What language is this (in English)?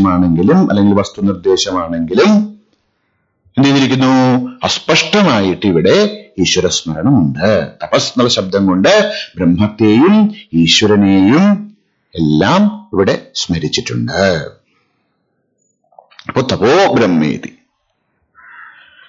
Malayalam